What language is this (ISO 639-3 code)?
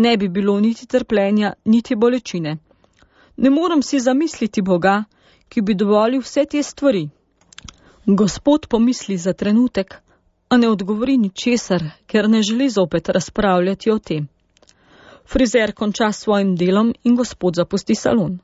slv